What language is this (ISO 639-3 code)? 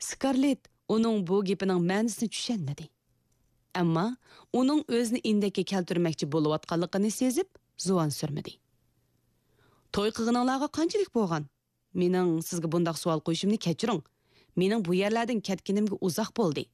uig